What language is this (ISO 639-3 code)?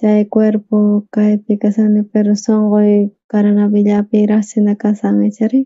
quh